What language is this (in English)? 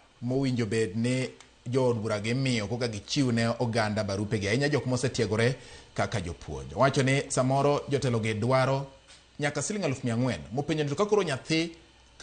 Luo (Kenya and Tanzania)